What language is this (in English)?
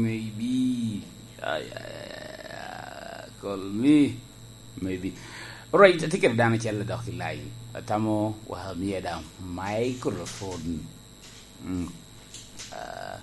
Lango (Uganda)